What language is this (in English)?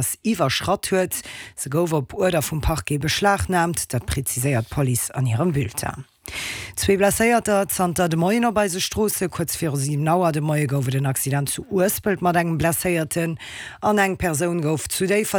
Luxembourgish